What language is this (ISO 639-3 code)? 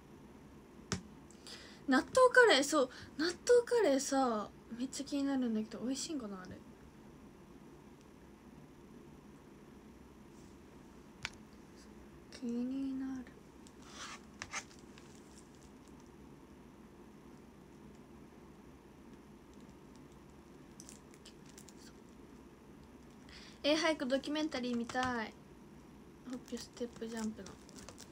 jpn